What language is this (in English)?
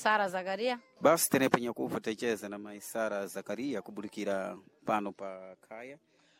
Sena